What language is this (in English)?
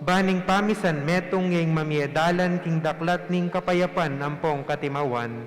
Pampanga